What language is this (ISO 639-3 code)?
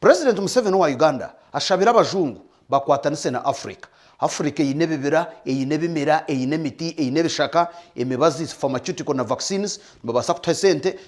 nyn